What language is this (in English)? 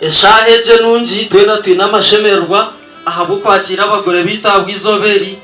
Nyankole